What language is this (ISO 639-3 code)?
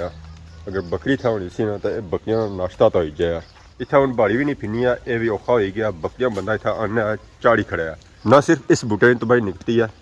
phr